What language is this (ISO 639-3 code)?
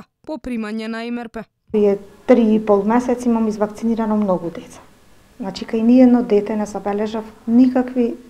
mkd